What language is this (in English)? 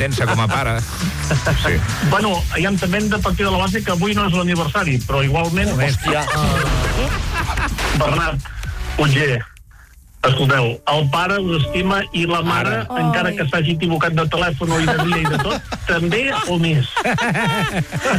Catalan